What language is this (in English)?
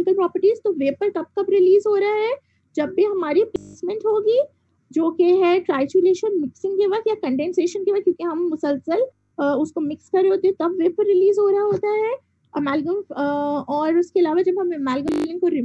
Hindi